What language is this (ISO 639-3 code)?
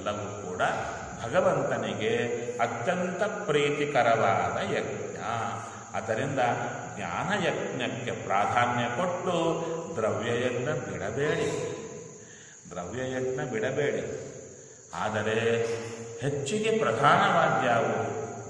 kan